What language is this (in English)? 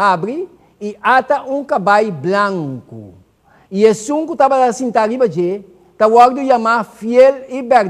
Papiamento